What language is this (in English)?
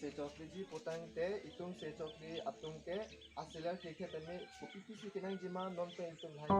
Karbi